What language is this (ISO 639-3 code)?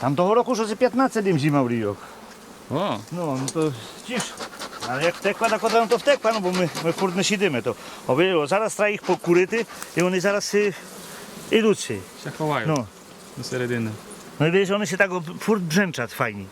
rue